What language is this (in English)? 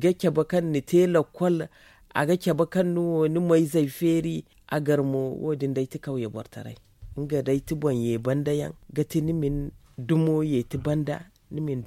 Zarma